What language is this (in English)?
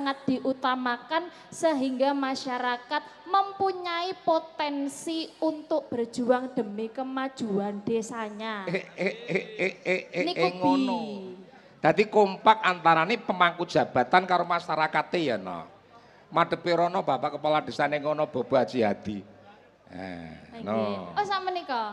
Javanese